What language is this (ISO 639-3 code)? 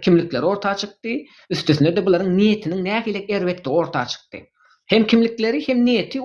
tuk